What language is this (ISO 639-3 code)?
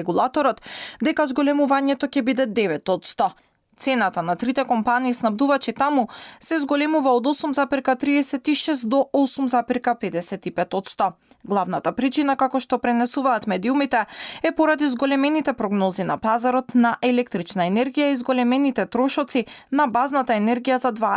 mkd